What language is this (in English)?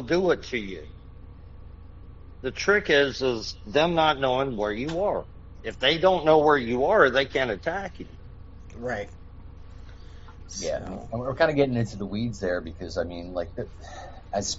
English